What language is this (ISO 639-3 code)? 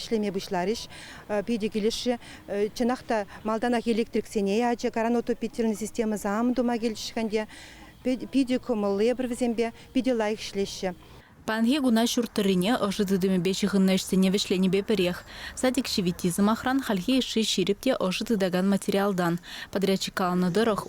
chv